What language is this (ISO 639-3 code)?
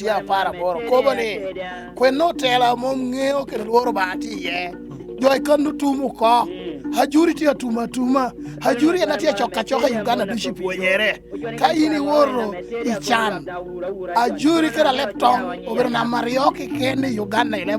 laj